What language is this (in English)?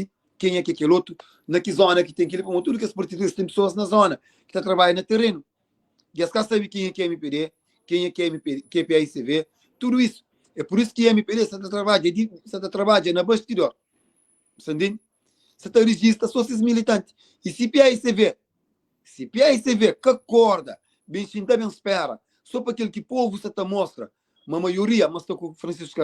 Kabuverdianu